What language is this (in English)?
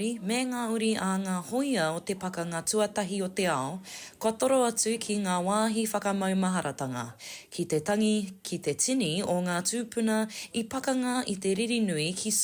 Māori